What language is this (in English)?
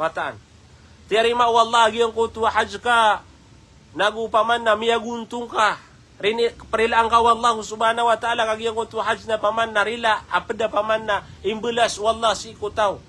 Maranao